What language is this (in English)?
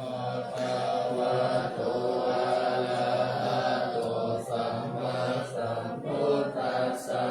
Pali